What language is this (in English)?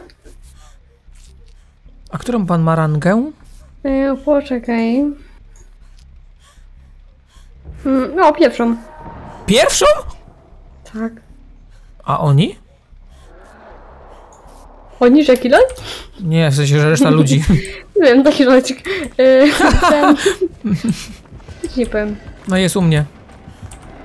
Polish